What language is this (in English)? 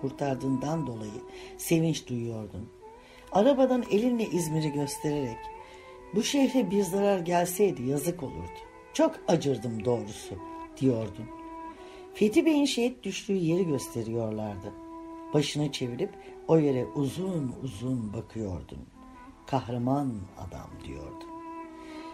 Turkish